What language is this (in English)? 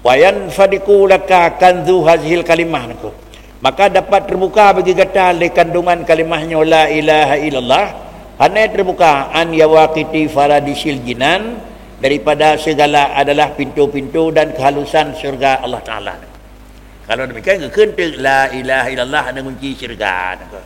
Achinese